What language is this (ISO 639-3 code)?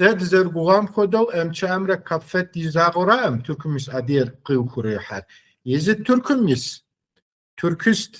kbd